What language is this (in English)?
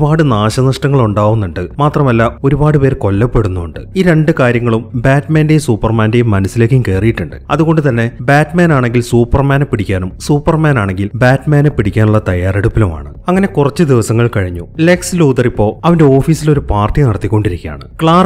Malayalam